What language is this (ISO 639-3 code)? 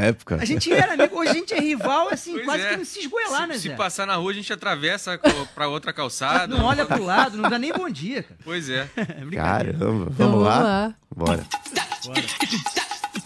por